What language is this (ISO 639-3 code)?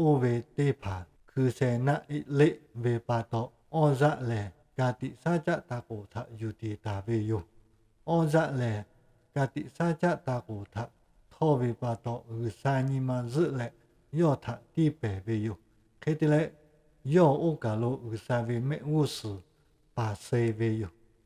lhu